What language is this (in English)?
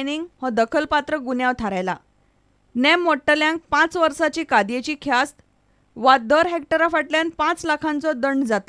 Konkani